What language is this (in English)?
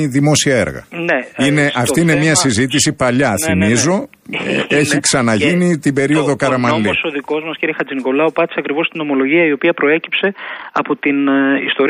Greek